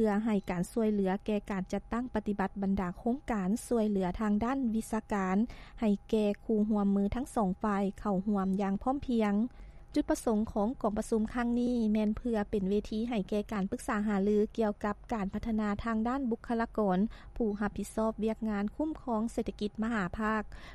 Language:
Lao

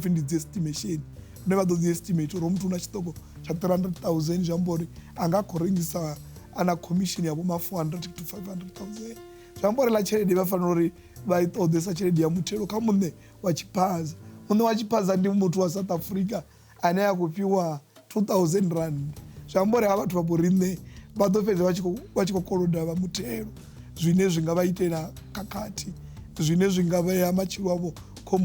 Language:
Venda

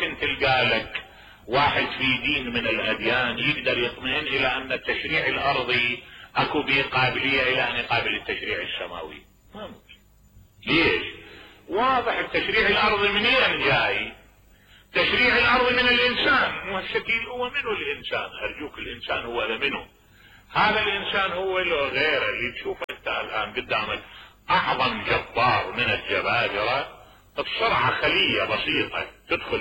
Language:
Mesopotamian Arabic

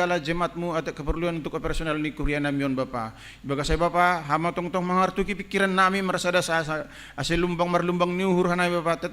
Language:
Batak Simalungun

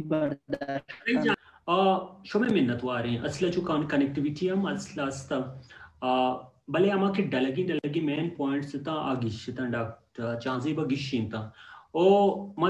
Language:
Baluchi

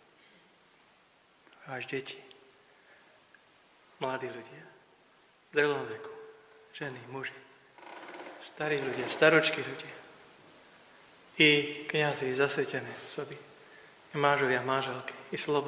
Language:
Slovak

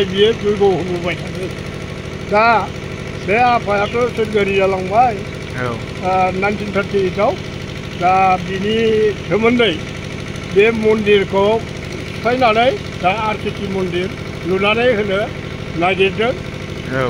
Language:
Bodo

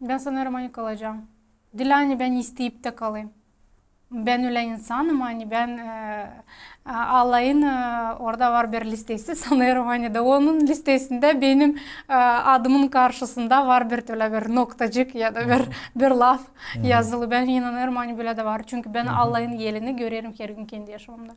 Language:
Gagauz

